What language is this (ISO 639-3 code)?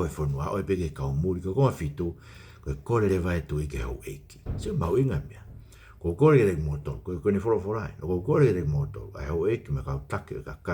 ton